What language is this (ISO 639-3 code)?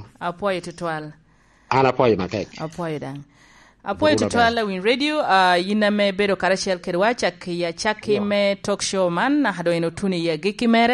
laj